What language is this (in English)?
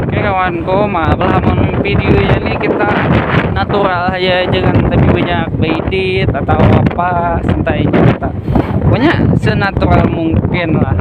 Banjar